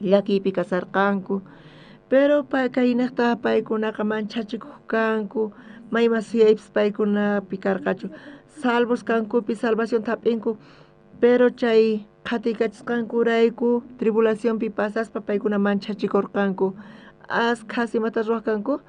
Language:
South Bolivian Quechua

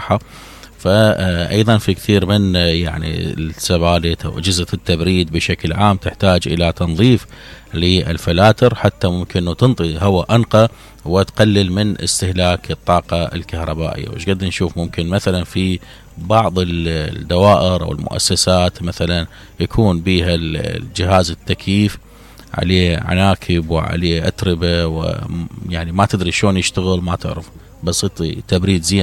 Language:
Mesopotamian Arabic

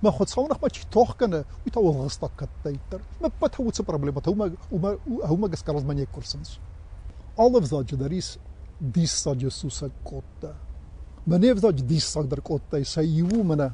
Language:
Ossetic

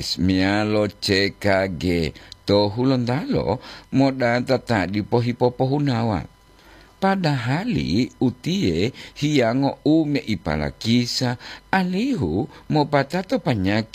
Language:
Gorontalo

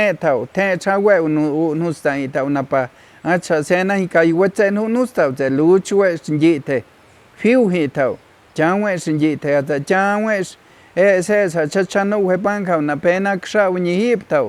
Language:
Páez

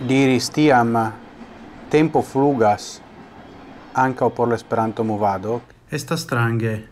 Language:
Esperanto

